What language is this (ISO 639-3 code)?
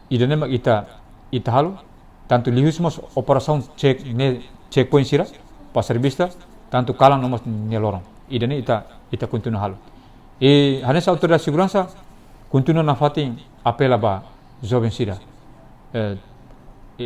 tet